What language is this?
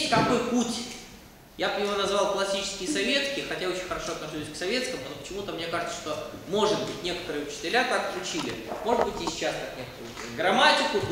Russian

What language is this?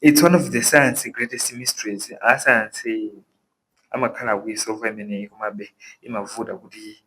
Nyanja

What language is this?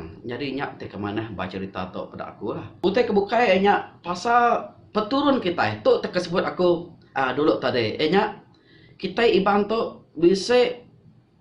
Iban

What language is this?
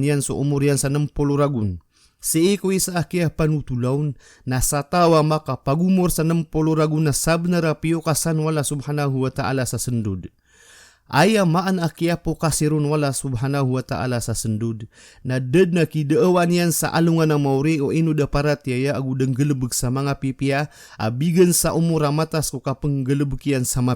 Maranao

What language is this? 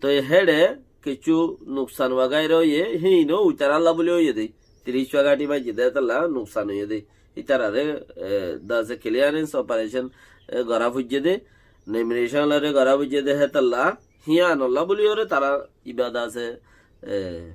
Rohingya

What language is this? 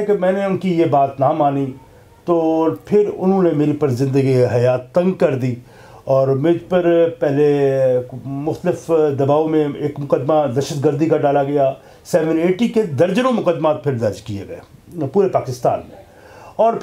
Urdu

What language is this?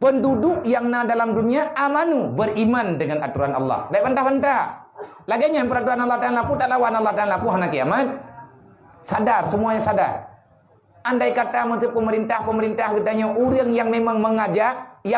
Achinese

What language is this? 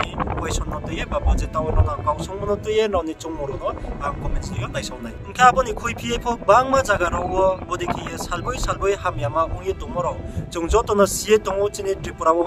Riang (India)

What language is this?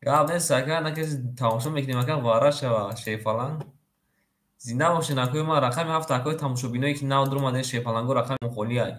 Tajik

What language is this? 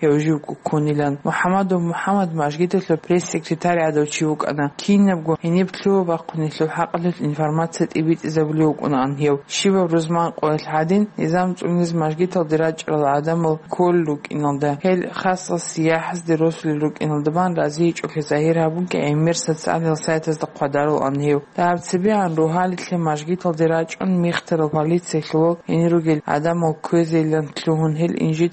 Avaric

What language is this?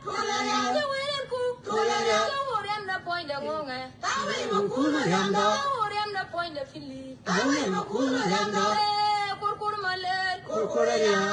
Nuer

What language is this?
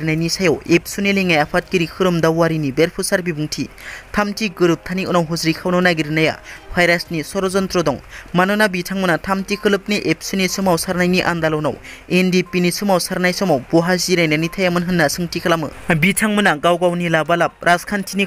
Bodo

